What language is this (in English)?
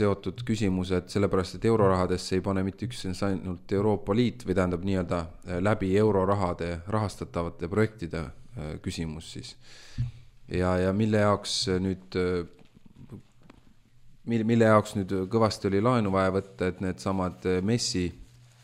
Estonian